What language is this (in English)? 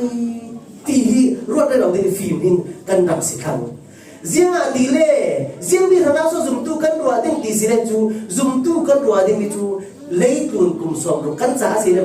Falam Chin